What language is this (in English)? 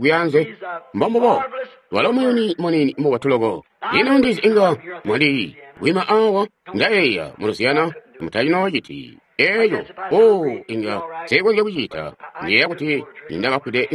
Tonga (Zambia)